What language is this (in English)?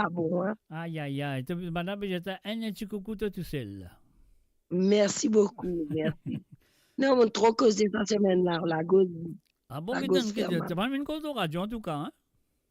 Morisyen